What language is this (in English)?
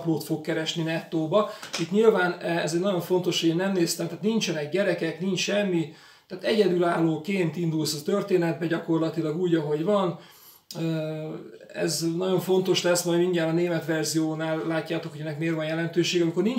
Hungarian